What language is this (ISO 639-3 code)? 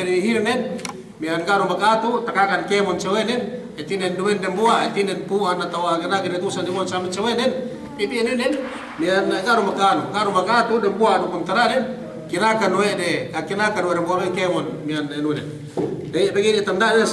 yka